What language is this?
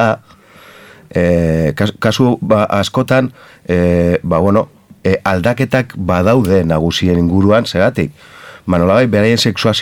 Basque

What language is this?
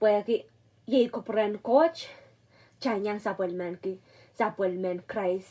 Pohnpeian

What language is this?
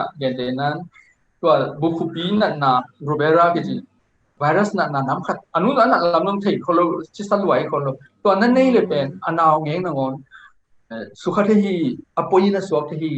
Tedim Chin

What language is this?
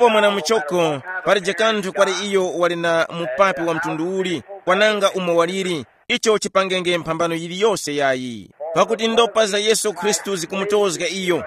Tumbuka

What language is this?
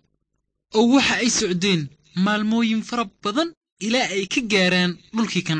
Somali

